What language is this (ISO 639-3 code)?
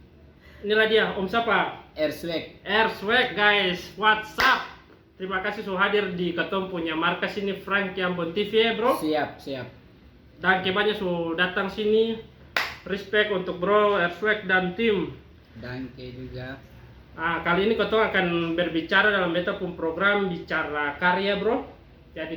abs